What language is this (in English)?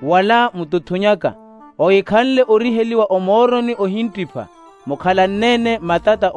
Makhuwa